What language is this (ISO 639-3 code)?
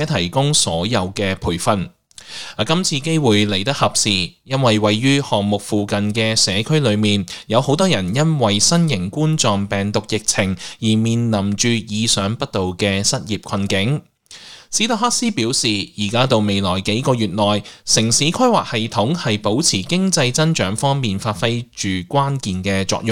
yue